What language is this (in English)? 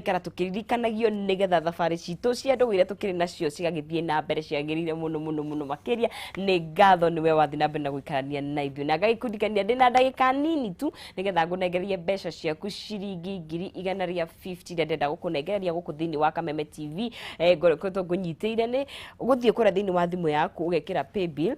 Kikuyu